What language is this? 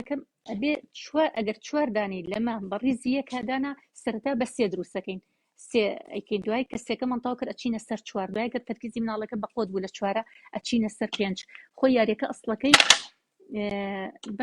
Central Kurdish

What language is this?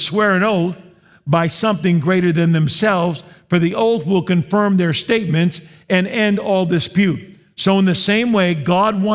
English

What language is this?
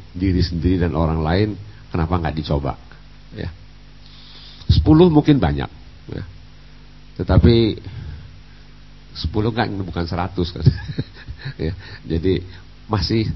Indonesian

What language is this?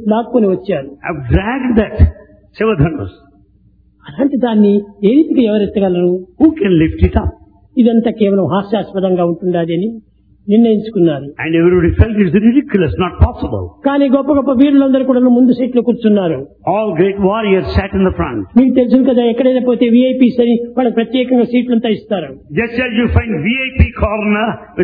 Telugu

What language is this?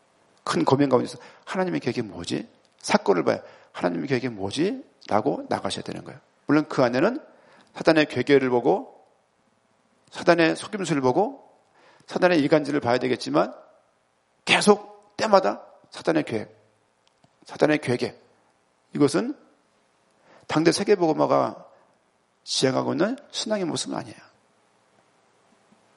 Korean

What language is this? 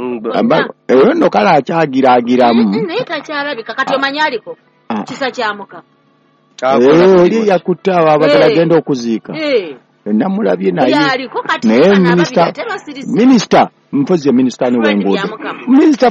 Ganda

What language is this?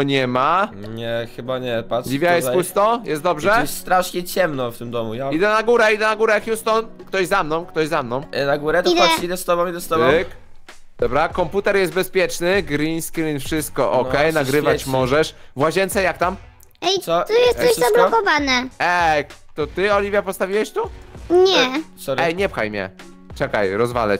Polish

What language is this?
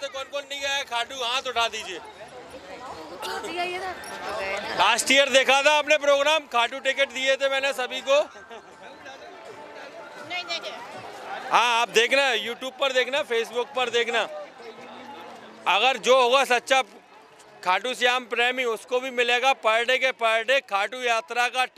Hindi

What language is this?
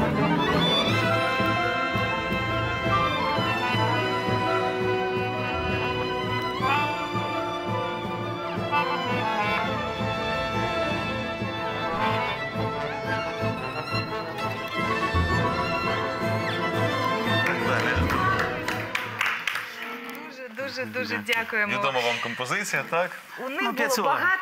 Ukrainian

